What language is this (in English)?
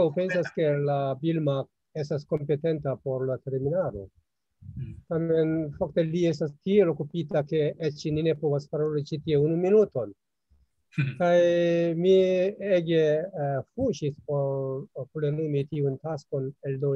Esperanto